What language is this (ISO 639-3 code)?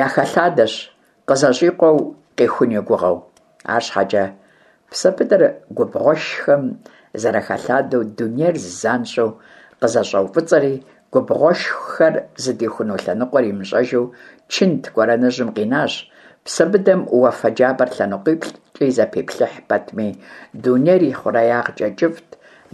kbd